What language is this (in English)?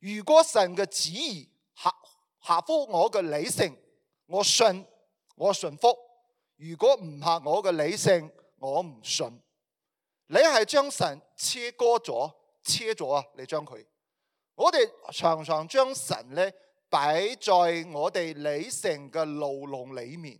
Cantonese